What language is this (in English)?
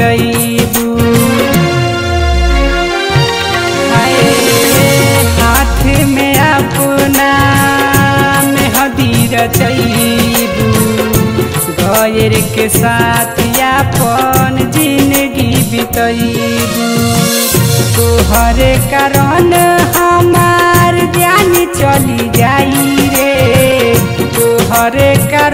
Bhojpuri